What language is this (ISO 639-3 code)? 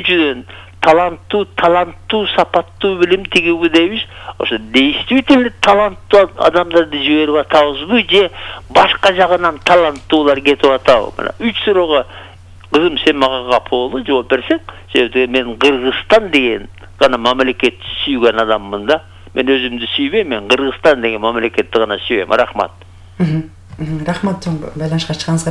kir